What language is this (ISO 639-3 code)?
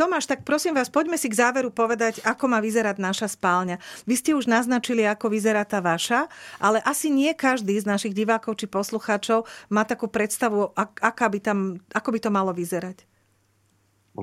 slk